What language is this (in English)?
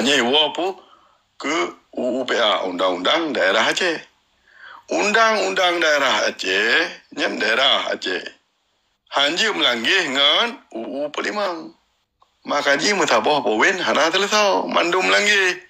Achinese